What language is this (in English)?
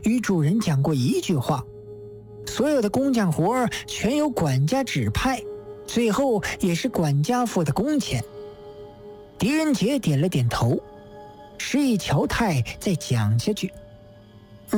Chinese